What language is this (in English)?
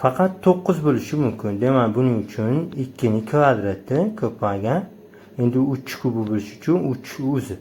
Uzbek